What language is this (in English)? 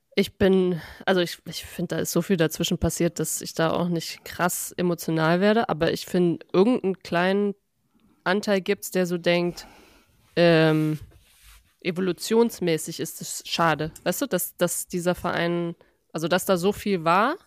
German